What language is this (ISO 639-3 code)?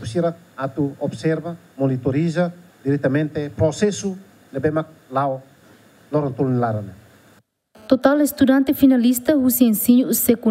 tet